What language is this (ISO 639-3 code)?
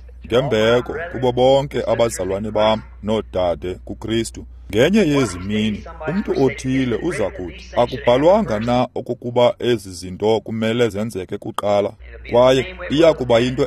xho